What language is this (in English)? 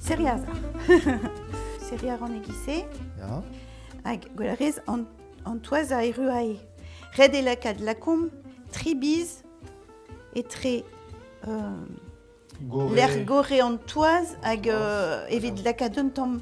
Breton